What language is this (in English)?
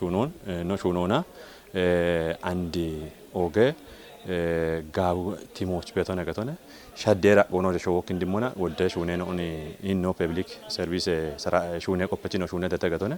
Kafa